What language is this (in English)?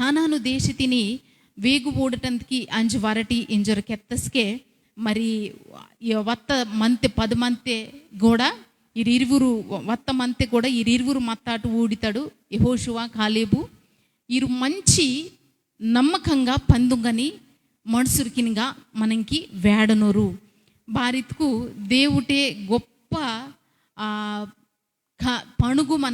Koya